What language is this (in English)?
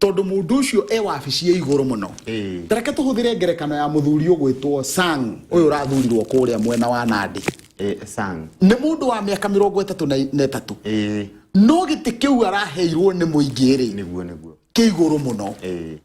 Kikuyu